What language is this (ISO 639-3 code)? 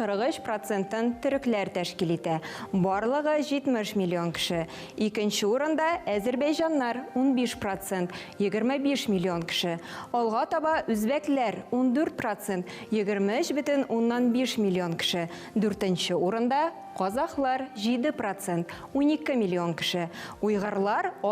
tat